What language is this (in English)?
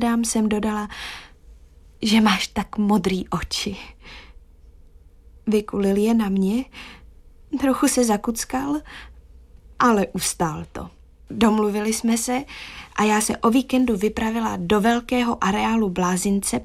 Czech